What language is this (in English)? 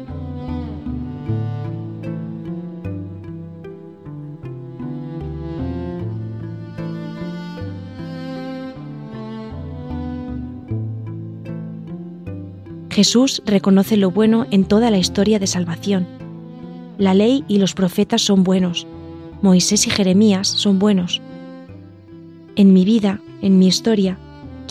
Spanish